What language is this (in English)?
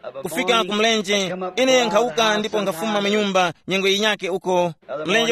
Tumbuka